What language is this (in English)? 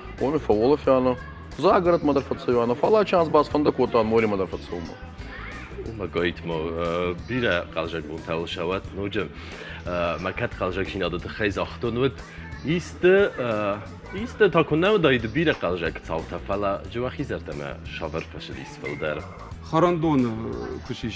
Ossetic